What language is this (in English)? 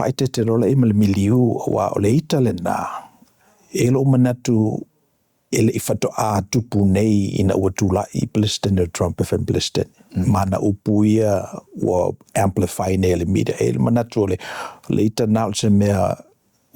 Samoan